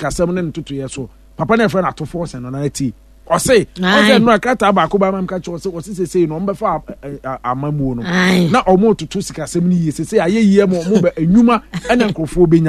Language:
Akan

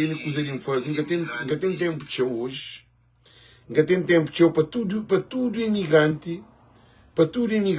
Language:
Kabuverdianu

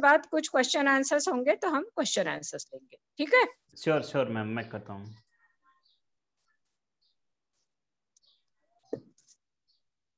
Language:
Hindi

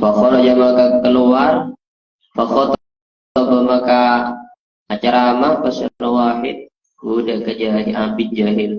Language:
Madurese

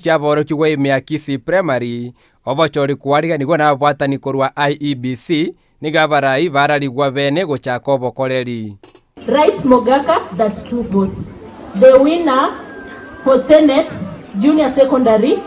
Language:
Gusii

